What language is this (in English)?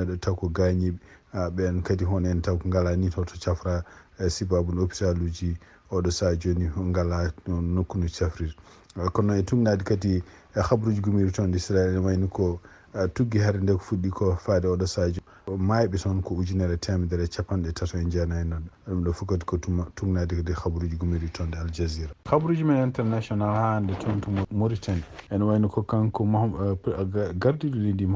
Fula